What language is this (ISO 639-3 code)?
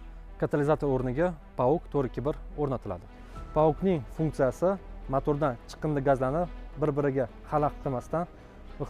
uzb